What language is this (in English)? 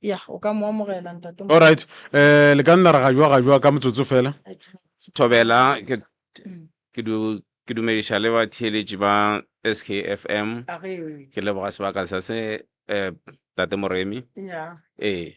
Northern Sotho